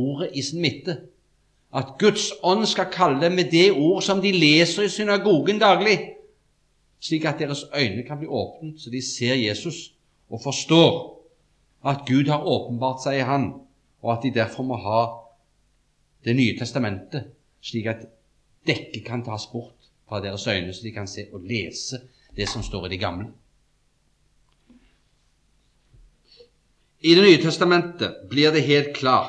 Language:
Norwegian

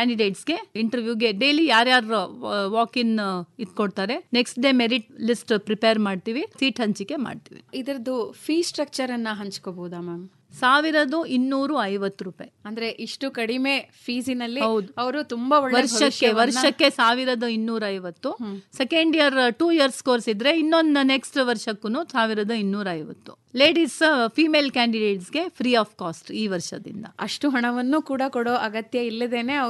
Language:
Kannada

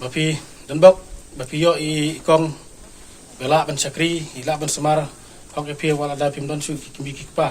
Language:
Khasi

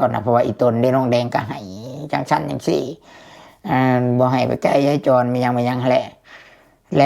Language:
Lao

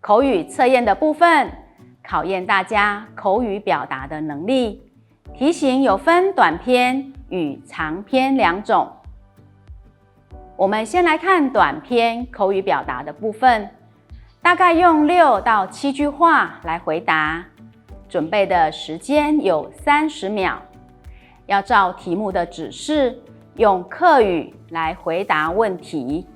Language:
Hakka Chinese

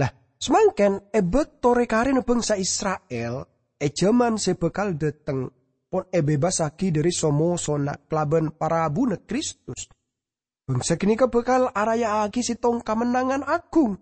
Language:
Madurese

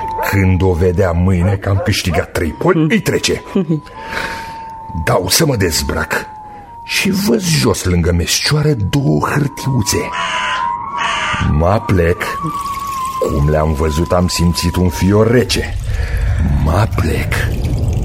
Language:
Romanian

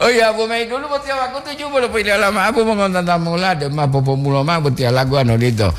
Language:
Gorontalo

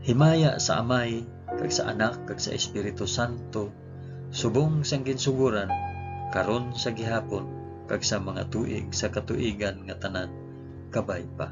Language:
Hiligaynon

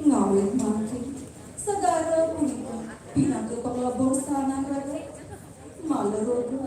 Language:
Balinese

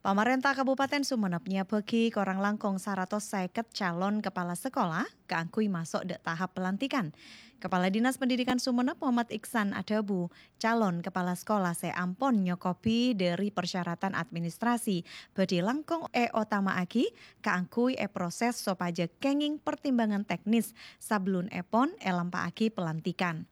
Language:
Madurese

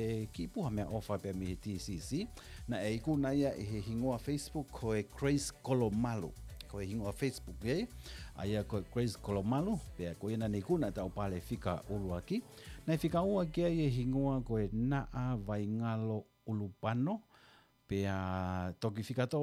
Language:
Tongan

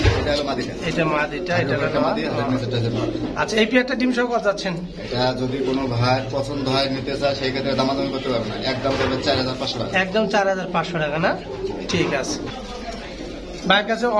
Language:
Bangla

